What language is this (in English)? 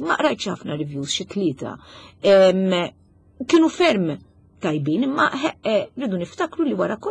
Maltese